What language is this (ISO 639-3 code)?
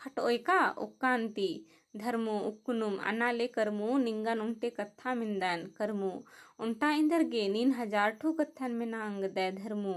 kru